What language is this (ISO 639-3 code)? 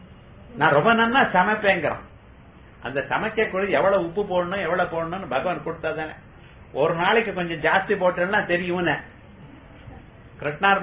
tam